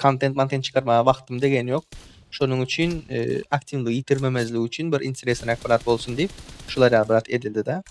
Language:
Turkmen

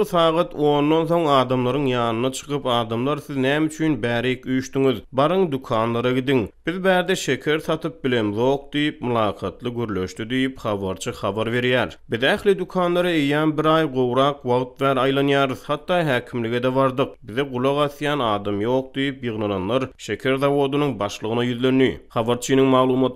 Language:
Turkmen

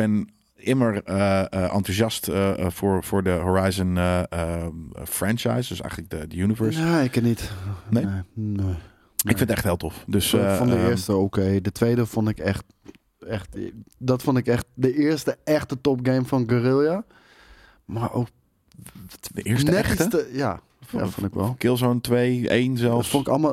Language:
Dutch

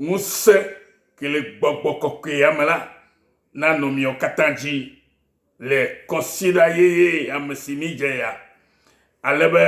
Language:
Ewe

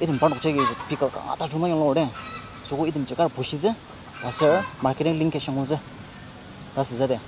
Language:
Ao Naga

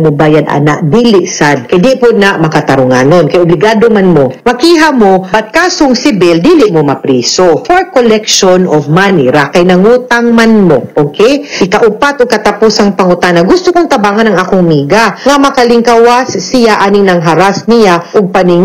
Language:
Cebuano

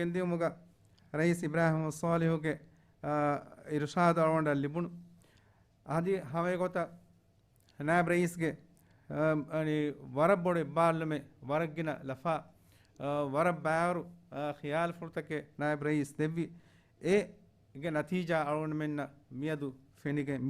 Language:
Divehi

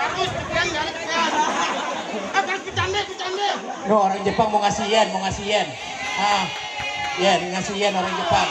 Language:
Betawi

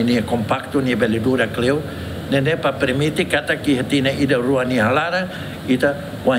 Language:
Tetum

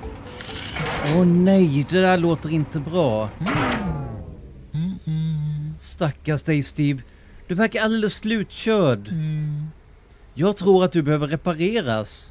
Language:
Swedish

